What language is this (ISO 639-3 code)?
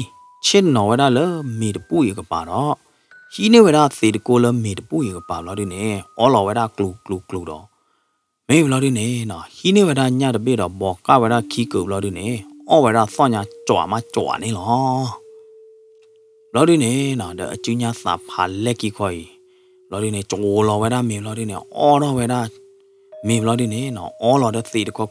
ksw